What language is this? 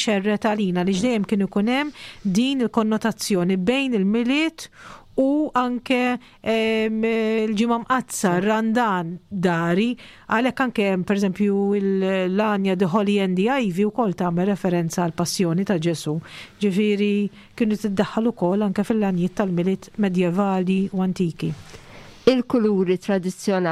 Maltese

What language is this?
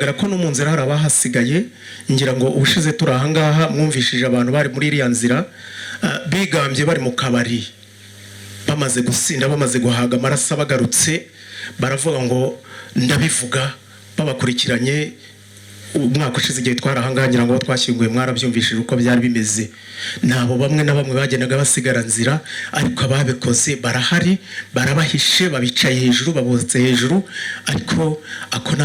Kinyarwanda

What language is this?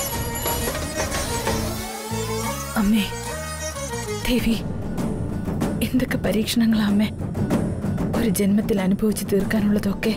Malayalam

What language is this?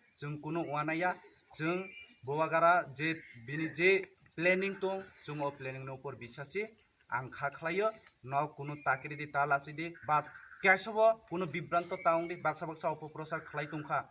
Kok Borok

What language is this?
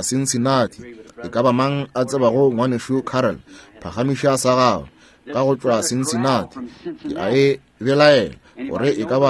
Northern Sotho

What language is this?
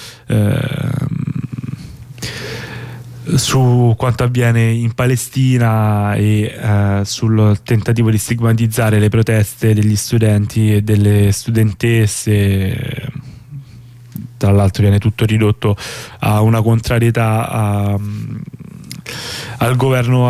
Italian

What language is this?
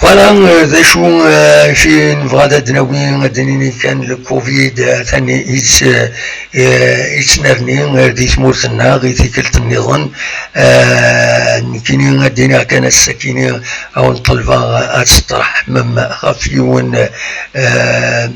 Kabyle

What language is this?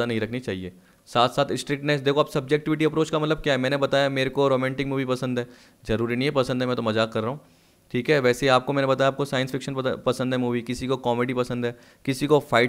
Hindi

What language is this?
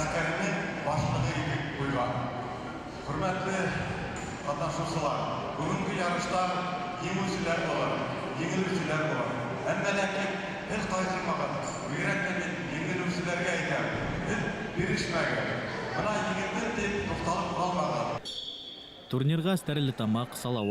Bashkir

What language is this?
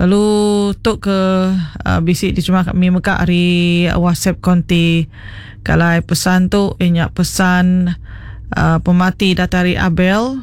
Iban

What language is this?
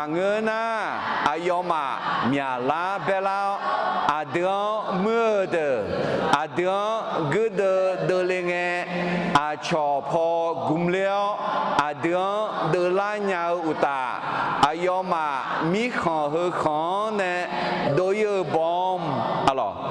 Akha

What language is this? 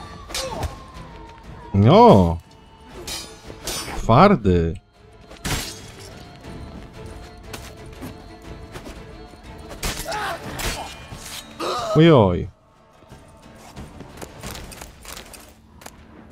Polish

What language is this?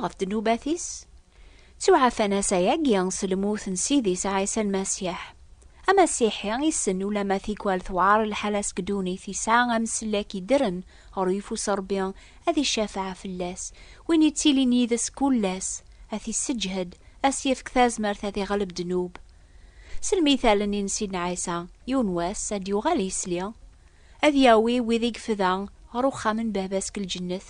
Kabyle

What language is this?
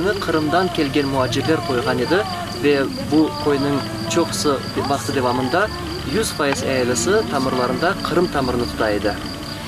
Crimean Tatar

